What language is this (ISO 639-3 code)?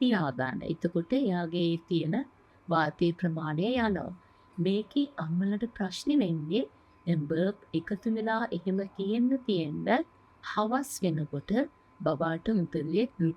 sin